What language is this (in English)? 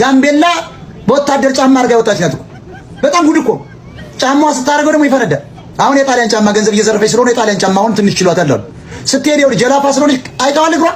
Amharic